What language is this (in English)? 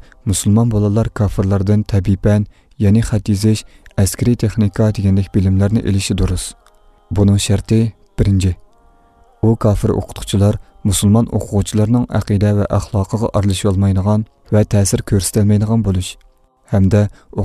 Uyghur